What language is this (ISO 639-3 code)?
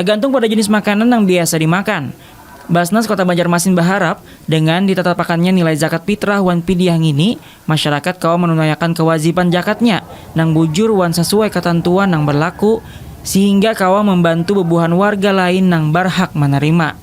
bjn